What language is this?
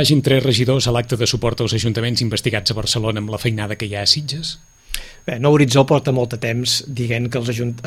Catalan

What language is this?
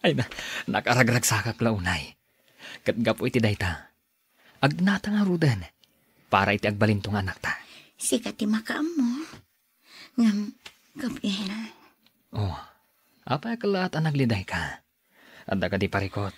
Iloko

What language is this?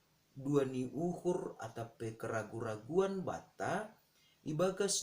Batak Simalungun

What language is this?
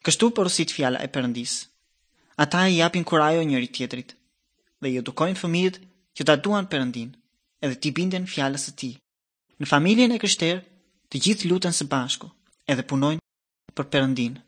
Albanian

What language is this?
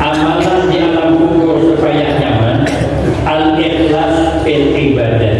Banjar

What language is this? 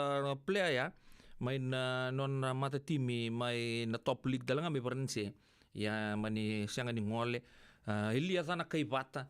Fijian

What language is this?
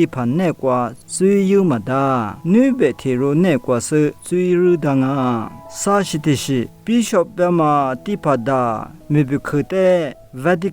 Lisu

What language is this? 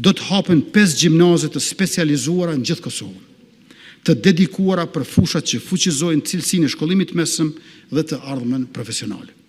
Albanian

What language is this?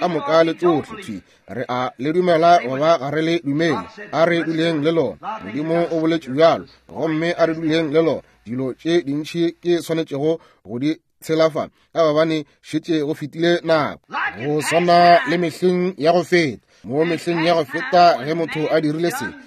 Northern Sotho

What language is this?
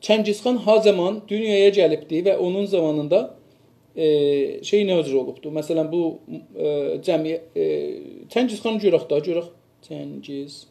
South Azerbaijani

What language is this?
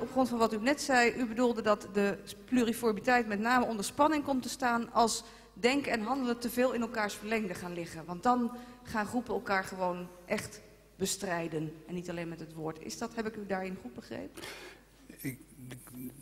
Dutch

